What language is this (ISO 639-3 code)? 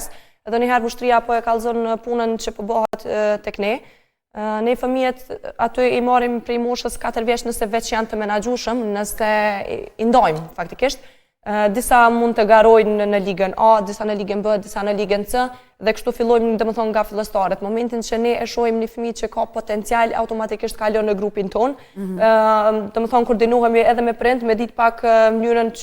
sqi